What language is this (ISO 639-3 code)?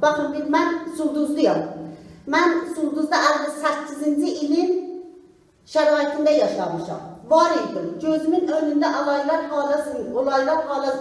azb